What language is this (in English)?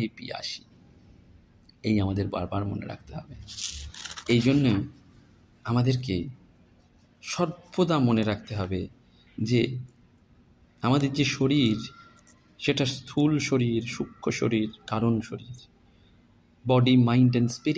Bangla